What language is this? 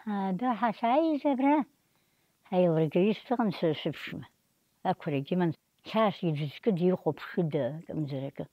Abkhazian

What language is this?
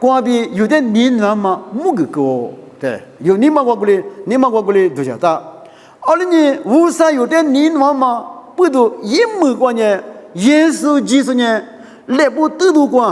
Lisu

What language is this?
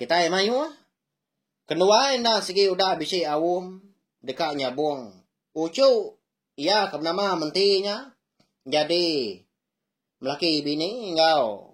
Iban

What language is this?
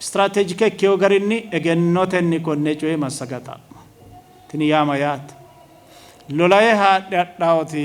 Sidamo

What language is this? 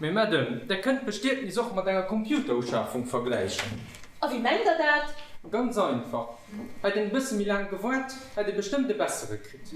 Luxembourgish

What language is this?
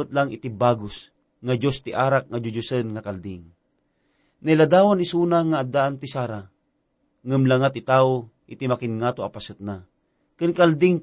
Iloko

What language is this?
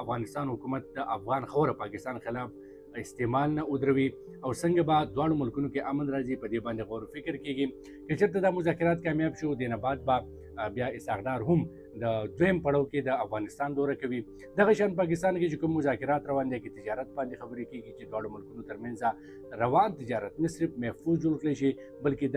Pashto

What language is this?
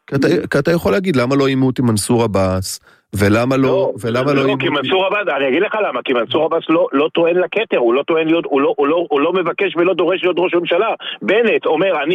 Hebrew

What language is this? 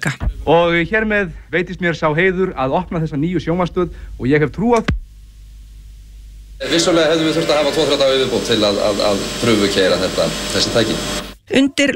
Icelandic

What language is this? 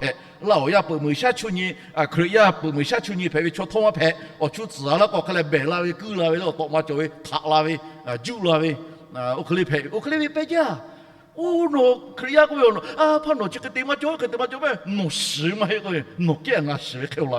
Lahu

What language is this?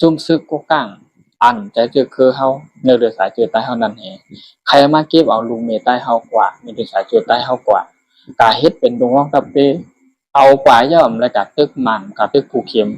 Shan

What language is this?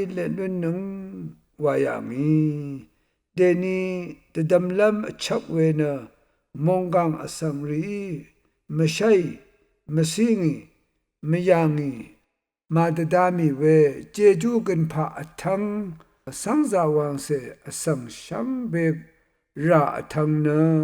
Rawang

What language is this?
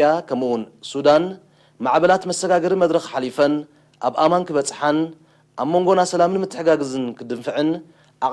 Tigrinya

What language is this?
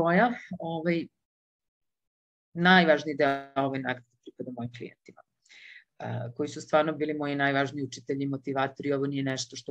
Serbian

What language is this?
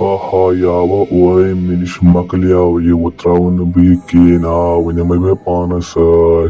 Kashmiri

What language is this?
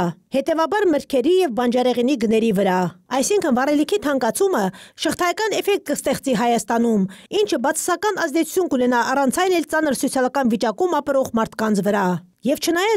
Armenian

